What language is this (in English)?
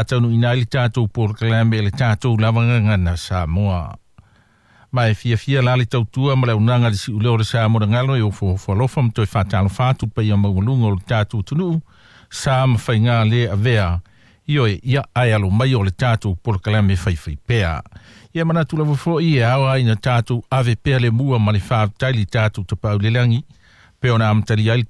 Samoan